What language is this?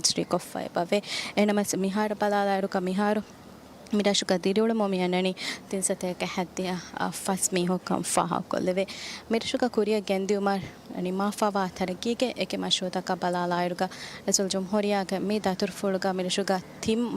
Divehi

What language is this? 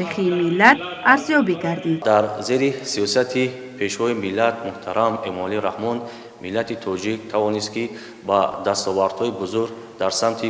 Tajik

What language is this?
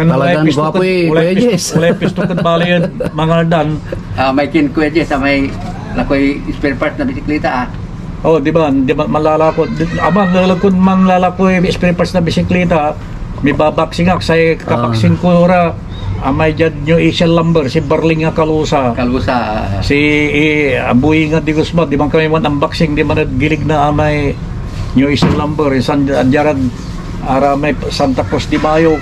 Pangasinan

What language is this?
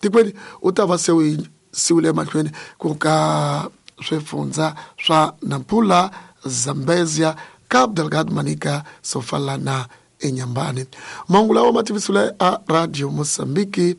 Tsonga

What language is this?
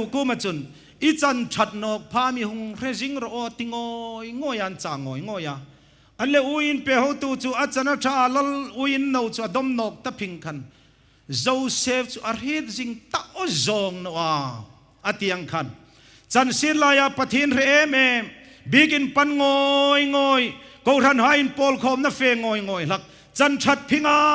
Hmar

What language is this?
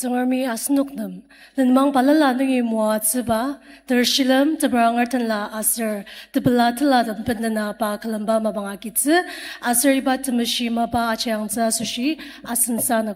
Ao Naga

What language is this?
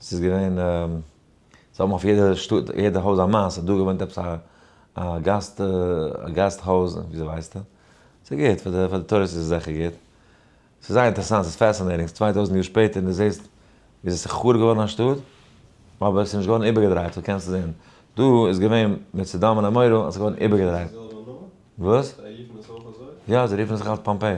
Yiddish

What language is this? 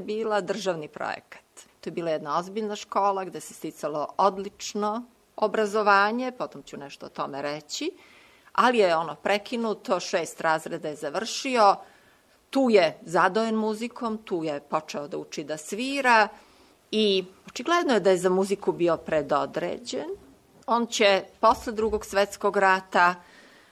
Serbian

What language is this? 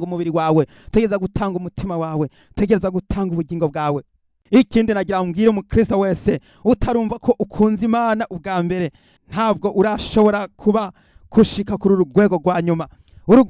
Rundi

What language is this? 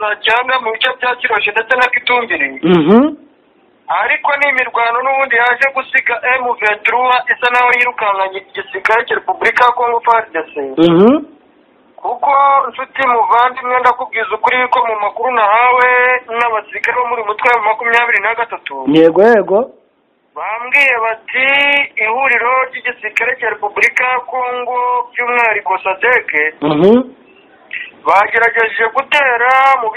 Kinyarwanda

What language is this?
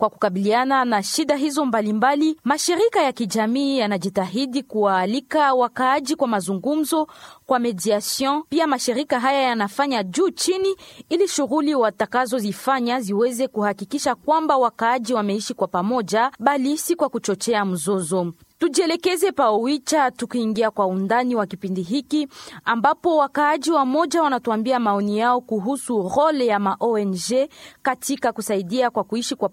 Swahili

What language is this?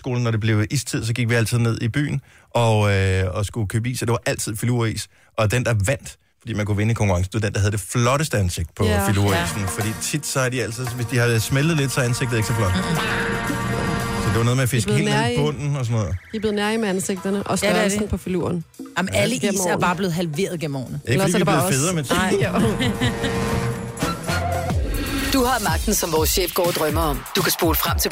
Danish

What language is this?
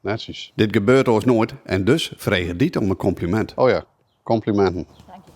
Western Frisian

